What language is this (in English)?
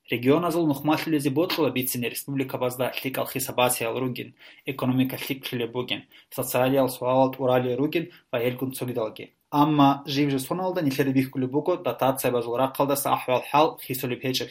Avaric